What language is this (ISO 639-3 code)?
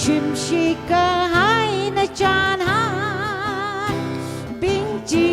nmf